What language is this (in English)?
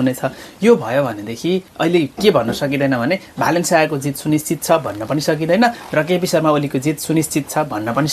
Nepali